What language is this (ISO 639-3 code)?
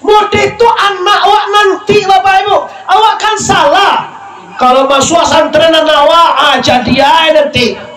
min